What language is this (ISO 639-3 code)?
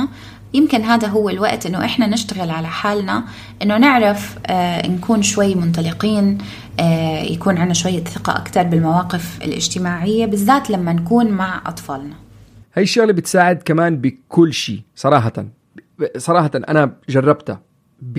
apc